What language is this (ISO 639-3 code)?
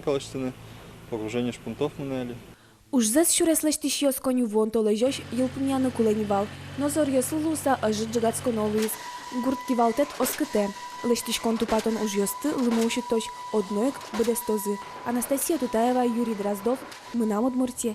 udm